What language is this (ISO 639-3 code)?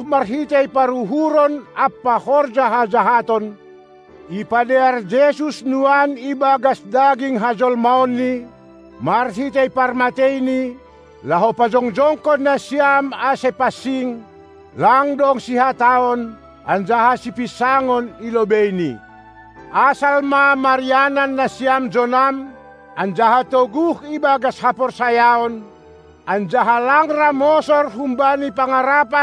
bts